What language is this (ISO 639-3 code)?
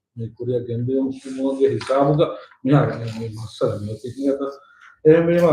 div